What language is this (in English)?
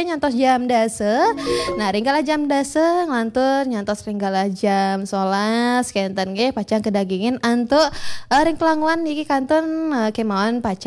Balinese